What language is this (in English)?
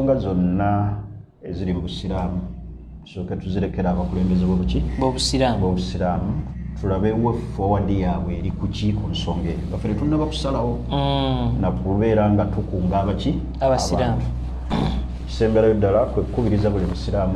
Ganda